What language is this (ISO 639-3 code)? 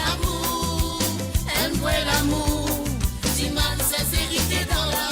mfe